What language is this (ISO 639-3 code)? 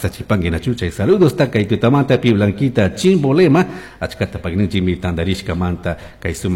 qug